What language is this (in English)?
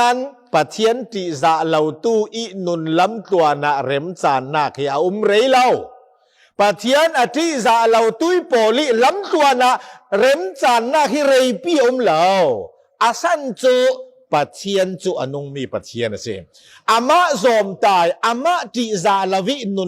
Falam Chin